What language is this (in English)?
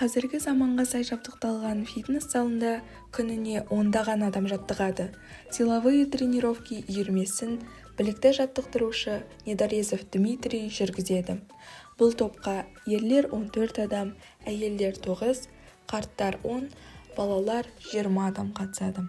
Kazakh